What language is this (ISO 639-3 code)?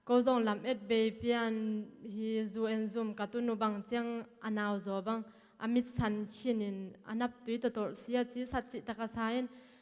ctd